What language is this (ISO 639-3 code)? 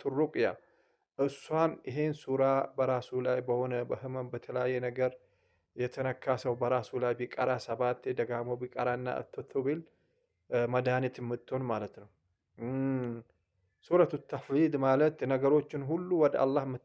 amh